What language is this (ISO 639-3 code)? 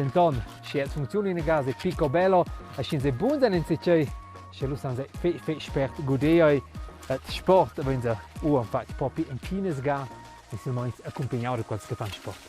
roh